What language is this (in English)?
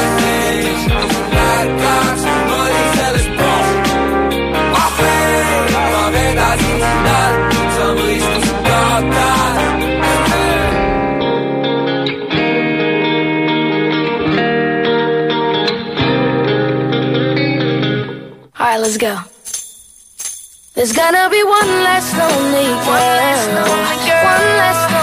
Estonian